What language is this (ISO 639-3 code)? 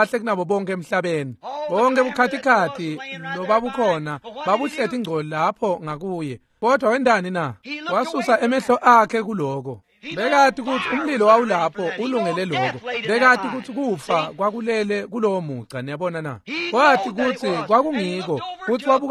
ssw